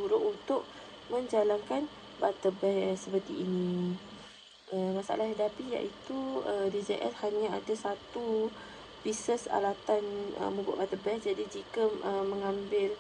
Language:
Malay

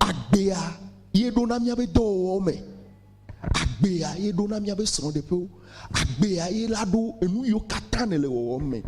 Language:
Ewe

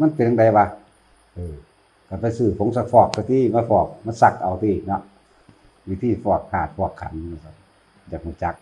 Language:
Northeastern Thai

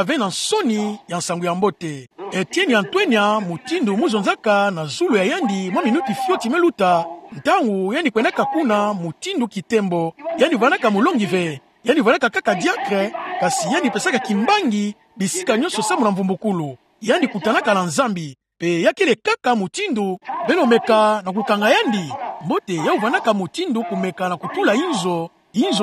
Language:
Kituba (Democratic Republic of Congo)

